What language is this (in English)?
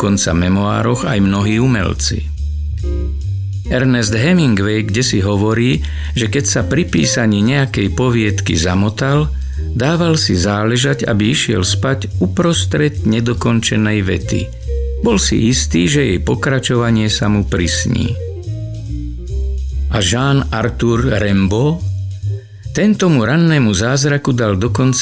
Slovak